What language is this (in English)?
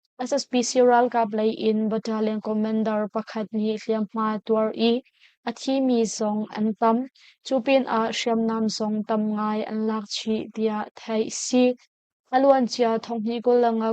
Hakha Chin